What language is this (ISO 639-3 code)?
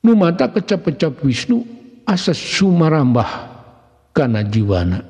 sun